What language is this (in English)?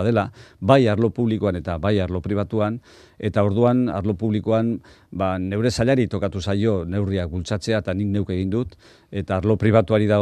Basque